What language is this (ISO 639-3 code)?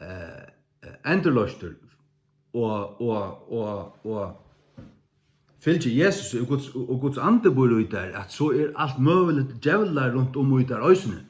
fao